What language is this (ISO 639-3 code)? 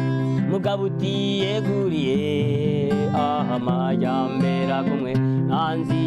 kin